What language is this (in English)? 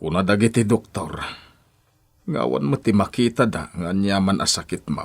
Iloko